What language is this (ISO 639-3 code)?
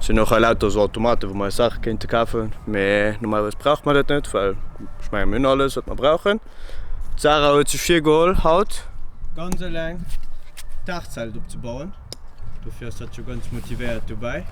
ltz